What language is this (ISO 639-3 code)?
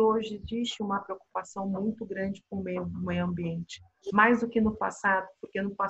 por